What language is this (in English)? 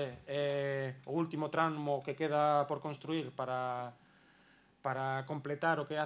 Galician